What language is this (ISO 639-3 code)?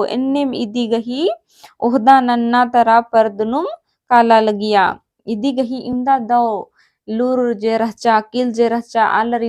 kru